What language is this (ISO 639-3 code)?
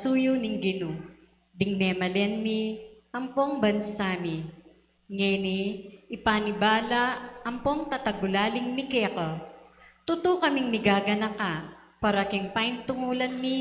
pam